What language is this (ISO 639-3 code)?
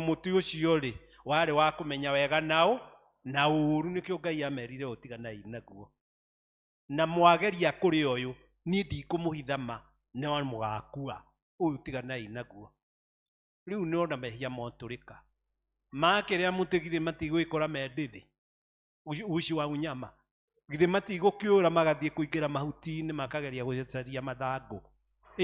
kik